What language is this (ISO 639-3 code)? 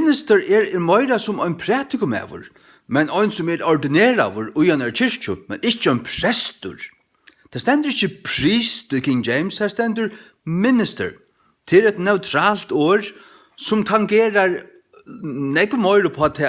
fao